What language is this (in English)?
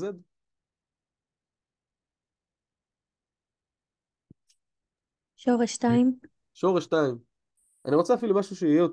Hebrew